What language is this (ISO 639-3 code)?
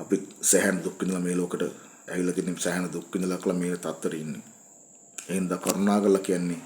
sin